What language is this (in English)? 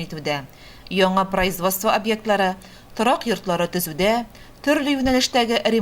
Tatar